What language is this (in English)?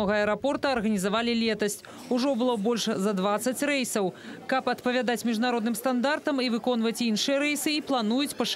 Belarusian